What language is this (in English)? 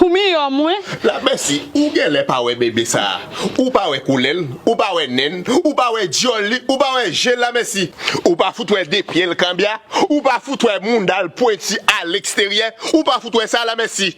Haitian Creole